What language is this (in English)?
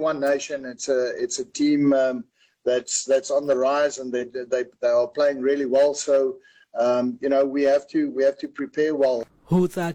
Southern Sotho